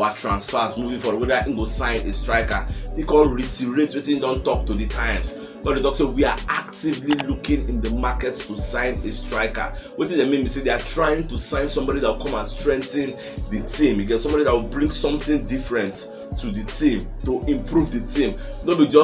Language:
Nigerian Pidgin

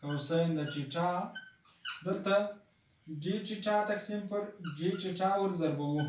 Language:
Pashto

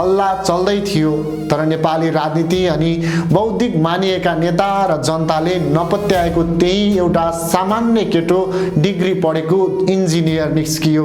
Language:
Nepali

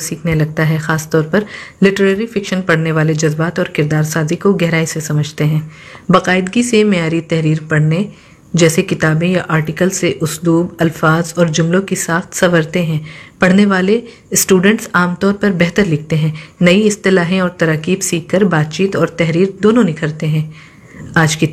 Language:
Urdu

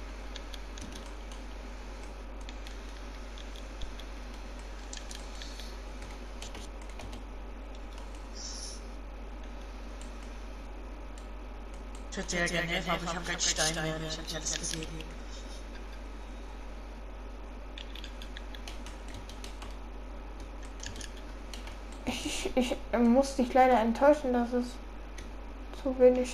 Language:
German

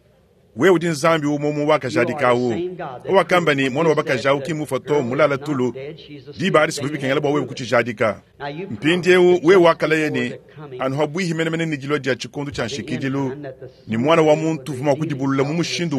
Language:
Luba-Lulua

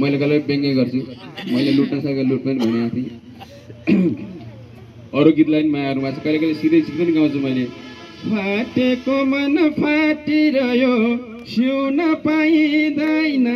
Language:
Nepali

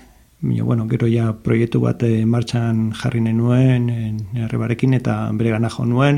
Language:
Basque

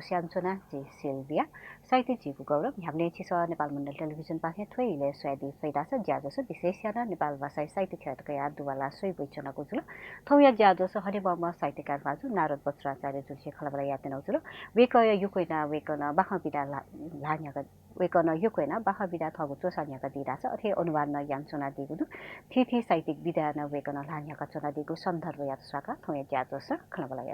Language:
Newari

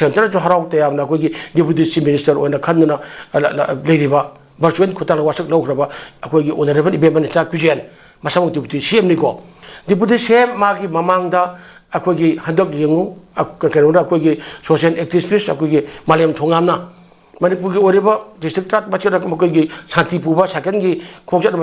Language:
Manipuri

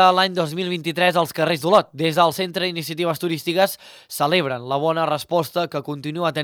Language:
Catalan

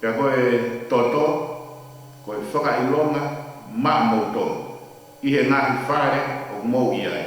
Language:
Tongan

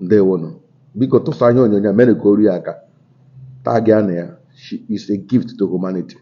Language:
Igbo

